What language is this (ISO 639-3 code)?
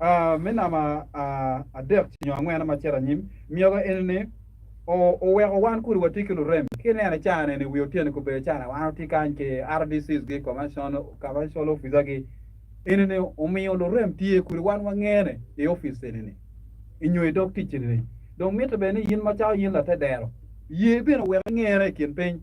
ach